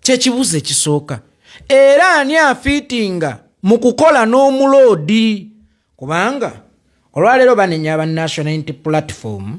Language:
Ganda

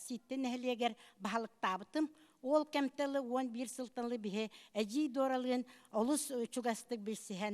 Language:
Yakut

